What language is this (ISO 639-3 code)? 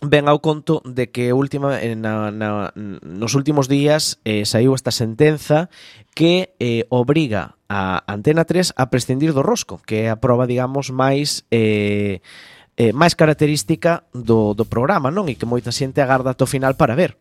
glg